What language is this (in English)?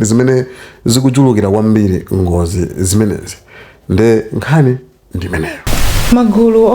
Nyanja